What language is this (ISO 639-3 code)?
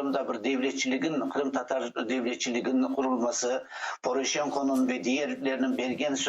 crh